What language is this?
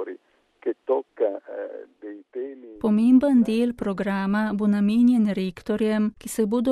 Slovenian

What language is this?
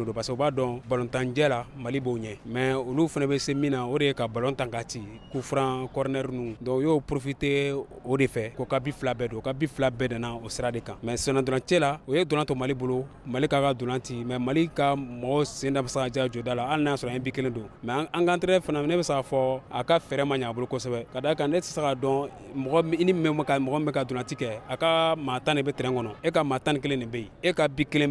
Bambara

